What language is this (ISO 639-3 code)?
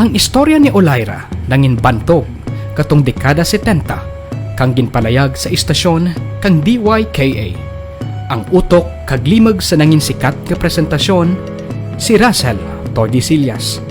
krj